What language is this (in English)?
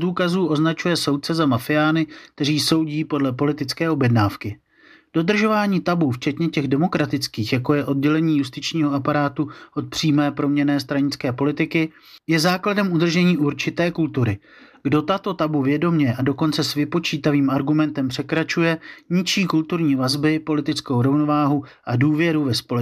Czech